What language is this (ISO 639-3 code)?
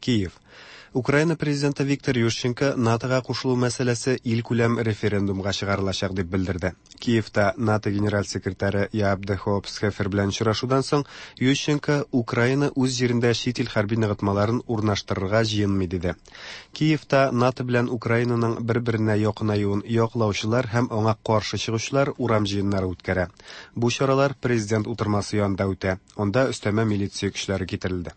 tat